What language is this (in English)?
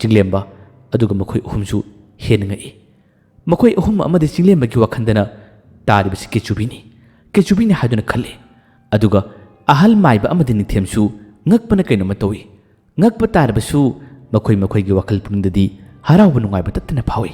Manipuri